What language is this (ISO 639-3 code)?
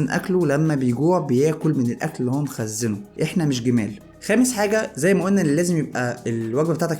arz